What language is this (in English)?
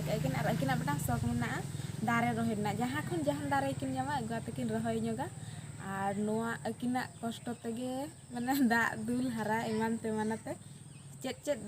Santali